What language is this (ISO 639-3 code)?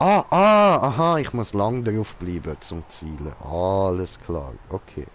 gsw